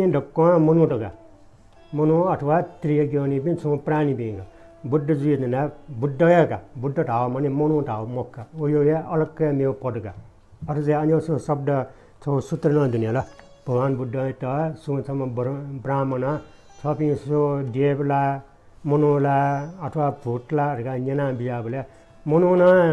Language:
Newari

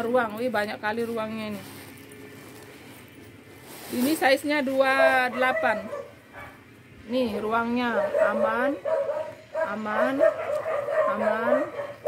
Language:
Indonesian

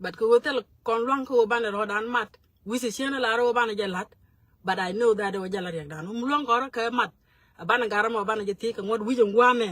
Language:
Nuer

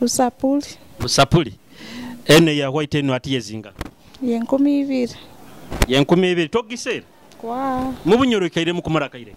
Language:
Nyoro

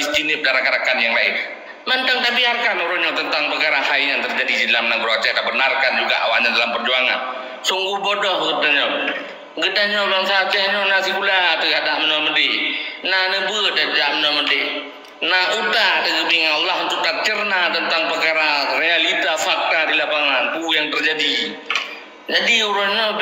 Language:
Achinese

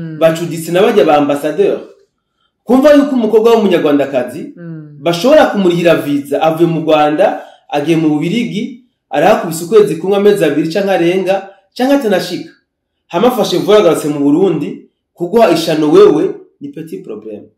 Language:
Rundi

